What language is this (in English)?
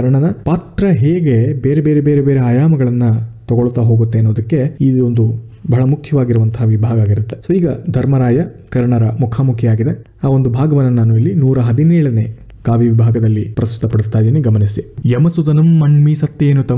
Kannada